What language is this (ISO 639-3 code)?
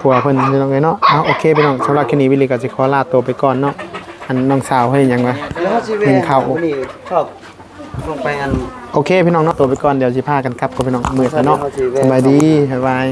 tts